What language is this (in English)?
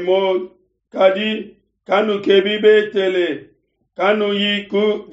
Luba-Lulua